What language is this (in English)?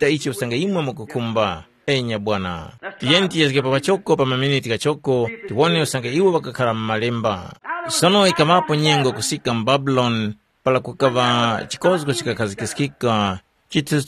Tumbuka